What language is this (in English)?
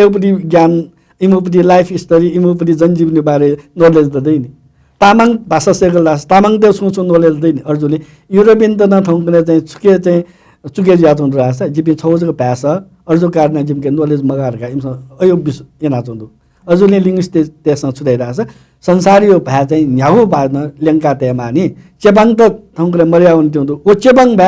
Newari